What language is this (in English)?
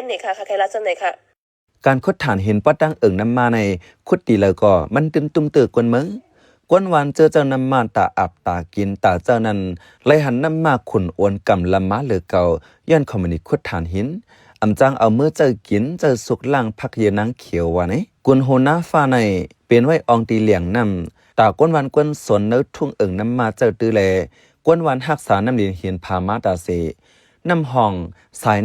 Shan